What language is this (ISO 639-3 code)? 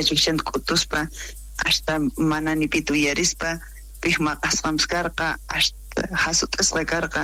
quh